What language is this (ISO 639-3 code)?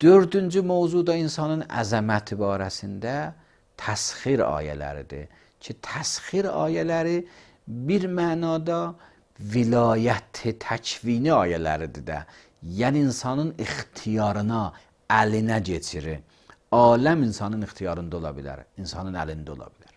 aze